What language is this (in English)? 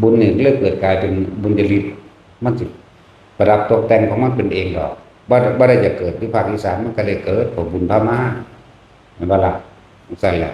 Northeastern Thai